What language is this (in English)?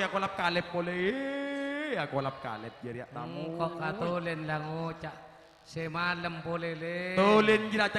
Madurese